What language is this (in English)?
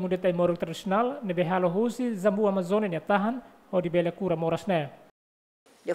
Tetum